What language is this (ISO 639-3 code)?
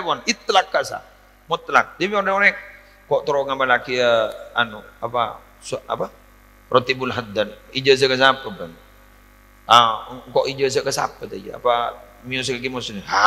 mad